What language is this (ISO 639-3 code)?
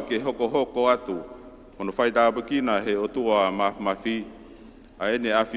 ton